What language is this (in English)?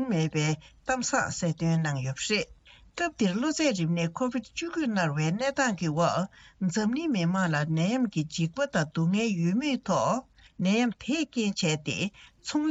Tibetan